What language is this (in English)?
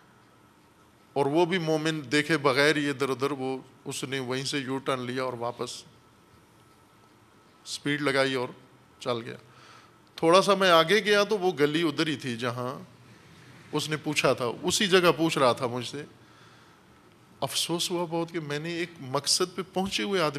Urdu